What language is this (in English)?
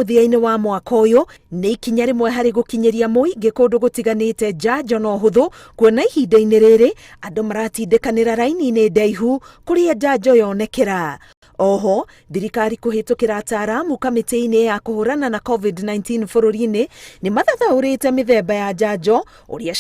Kikuyu